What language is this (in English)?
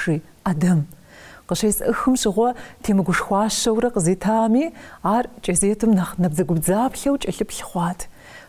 Kabardian